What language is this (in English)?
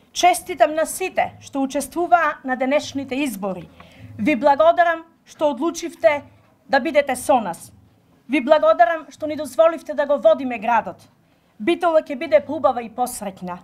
Macedonian